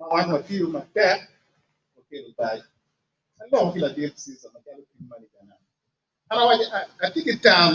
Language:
Acoli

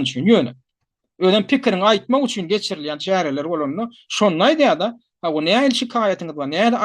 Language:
Turkmen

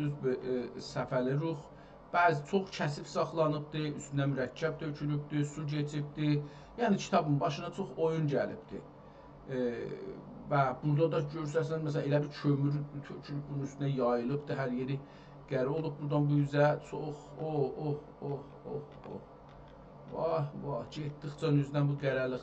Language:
South Azerbaijani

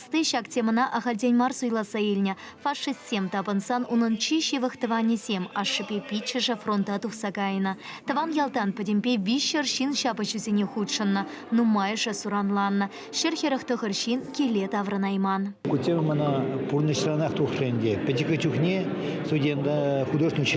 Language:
Chuvash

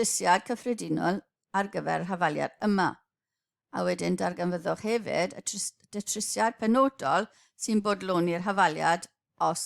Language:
Welsh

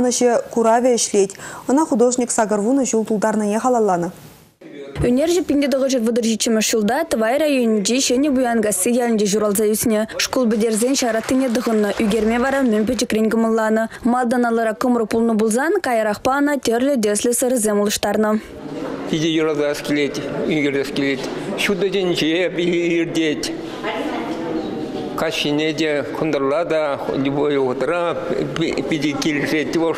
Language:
Chuvash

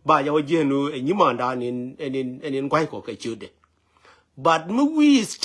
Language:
Nuer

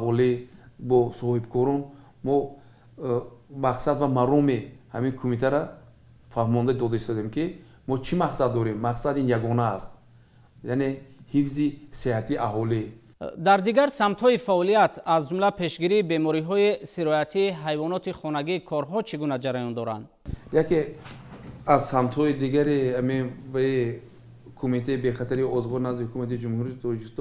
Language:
Tajik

